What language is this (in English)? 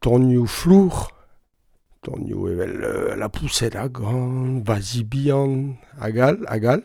Breton